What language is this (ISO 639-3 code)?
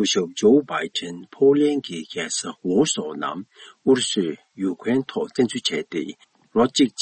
bod